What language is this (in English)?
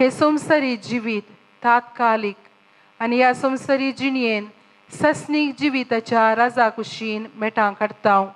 Konkani